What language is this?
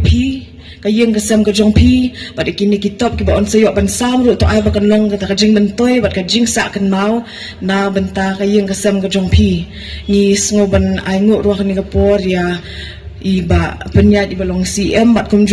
Khasi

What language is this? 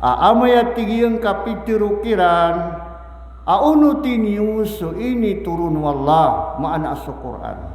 Maranao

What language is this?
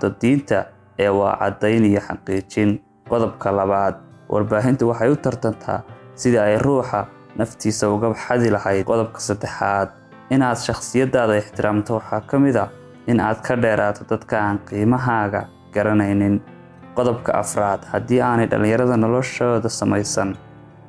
Somali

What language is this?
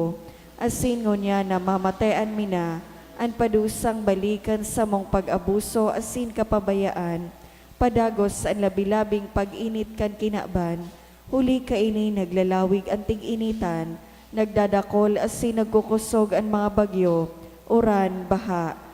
Bikol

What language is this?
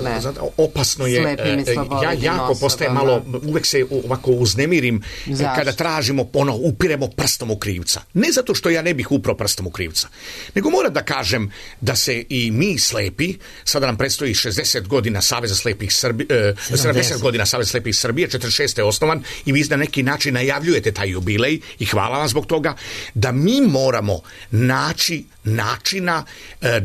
Serbian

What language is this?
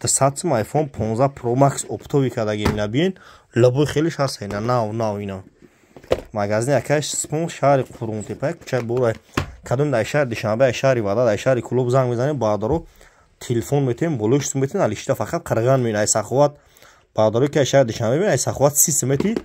Tajik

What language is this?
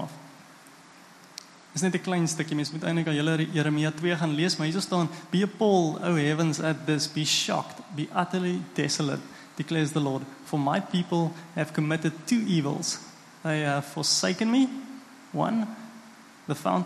Afrikaans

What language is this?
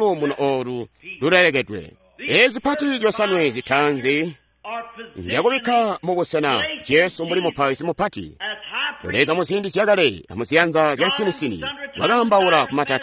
Tonga (Zambia)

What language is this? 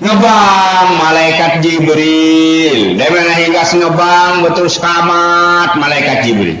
Sasak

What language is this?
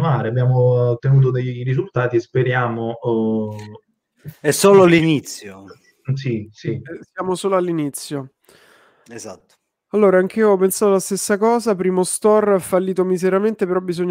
Italian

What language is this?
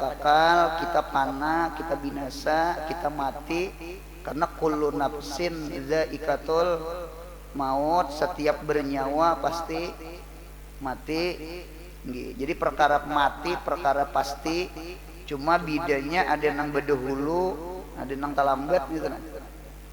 Banjar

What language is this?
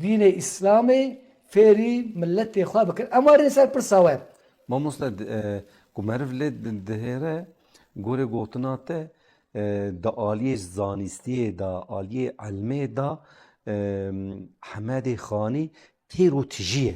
Kurdish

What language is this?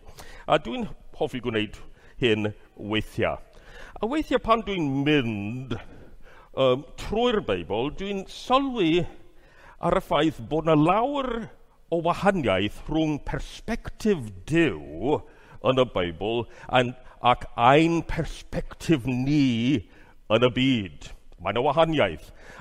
Welsh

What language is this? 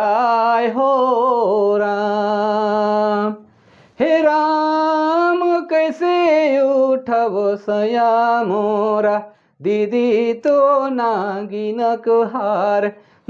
Sadri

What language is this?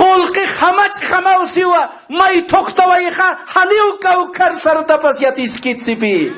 Aymara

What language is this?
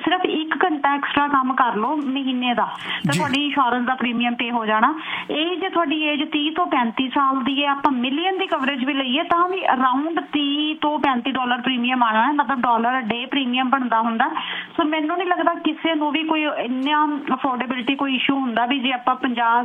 Punjabi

